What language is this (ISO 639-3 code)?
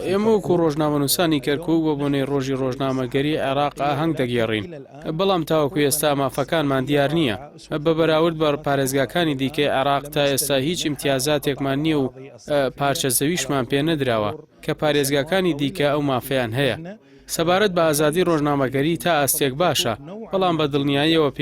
ckb